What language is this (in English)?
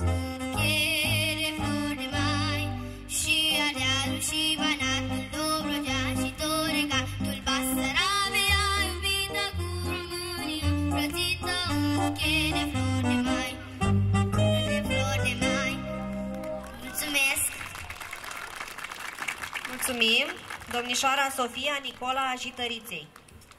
Romanian